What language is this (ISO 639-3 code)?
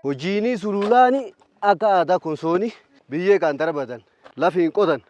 orm